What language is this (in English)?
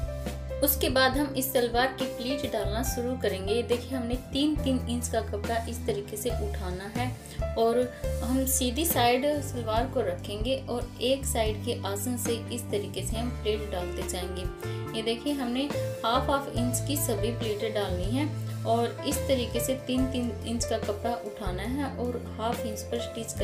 Hindi